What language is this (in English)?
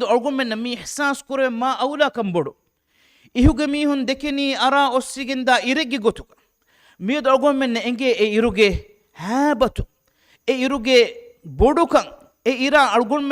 Divehi